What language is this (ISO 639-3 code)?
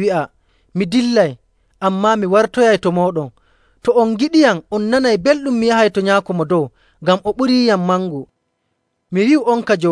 fuv